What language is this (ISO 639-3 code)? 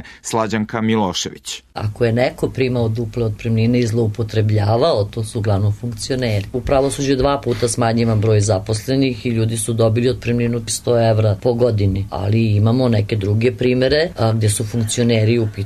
srp